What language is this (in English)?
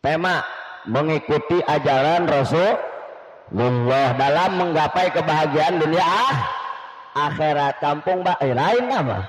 Sundanese